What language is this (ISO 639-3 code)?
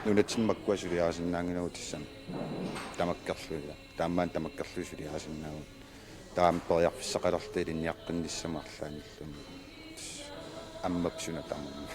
kal